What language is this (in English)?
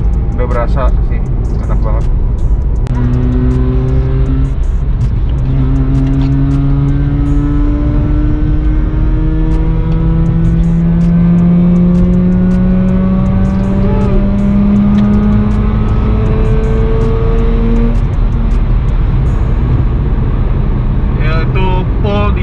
Indonesian